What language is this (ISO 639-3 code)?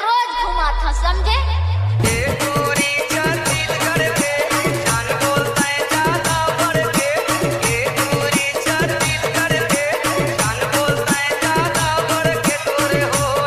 hne